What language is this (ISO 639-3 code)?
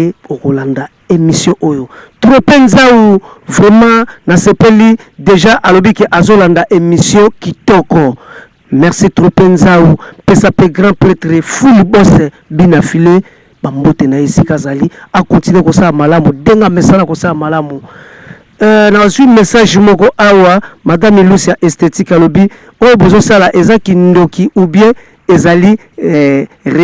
lin